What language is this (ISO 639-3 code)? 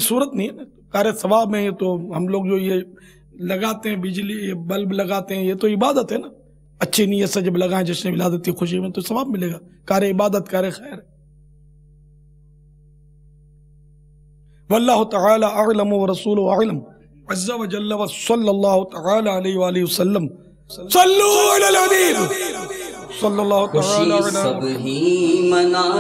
urd